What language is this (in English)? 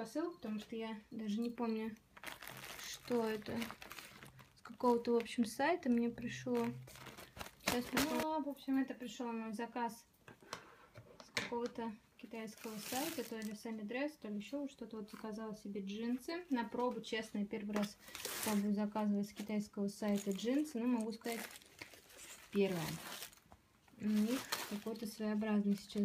Russian